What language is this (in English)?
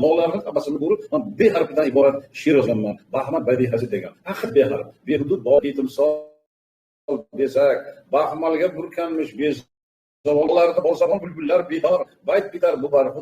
Uzbek